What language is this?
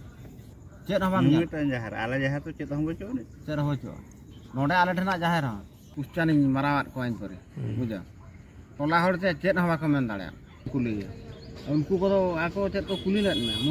Santali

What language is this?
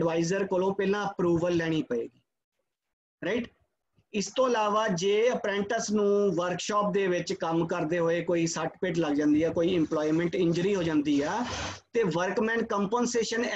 Punjabi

